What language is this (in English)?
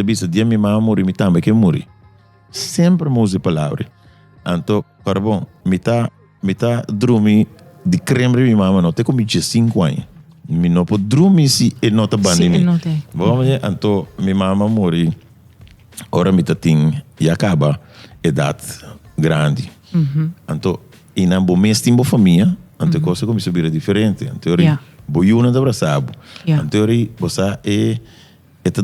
Papiamento